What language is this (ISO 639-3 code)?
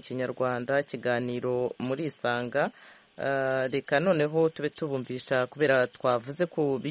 kin